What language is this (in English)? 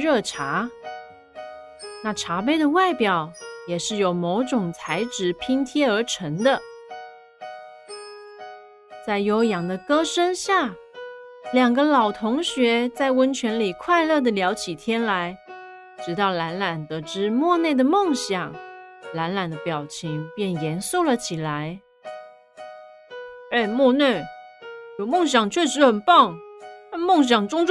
Chinese